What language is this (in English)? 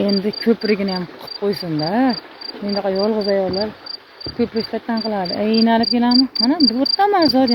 Uzbek